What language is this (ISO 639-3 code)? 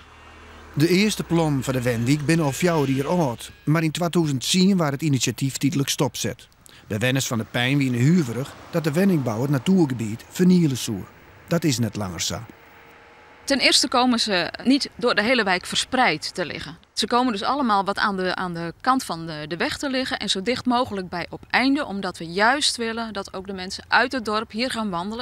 fry